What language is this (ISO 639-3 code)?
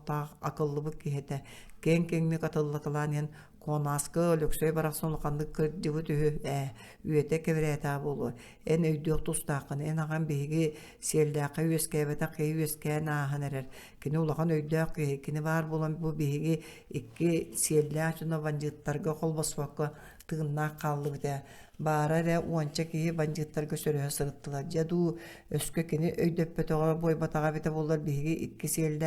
sah